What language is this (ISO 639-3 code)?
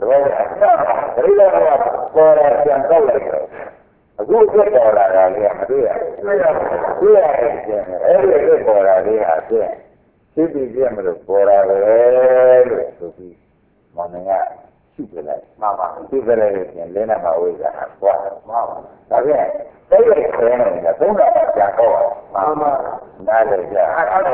mya